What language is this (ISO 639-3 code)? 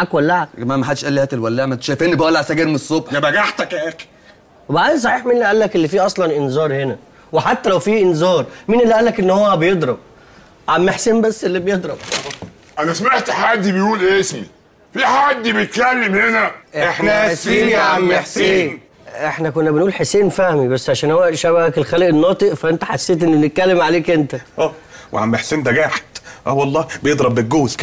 arz